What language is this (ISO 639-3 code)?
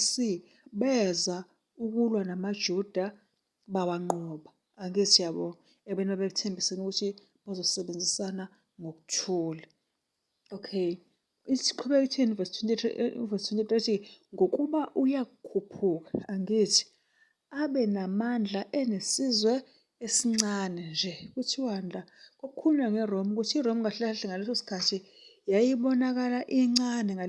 zul